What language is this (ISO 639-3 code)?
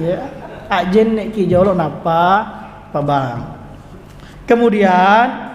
bug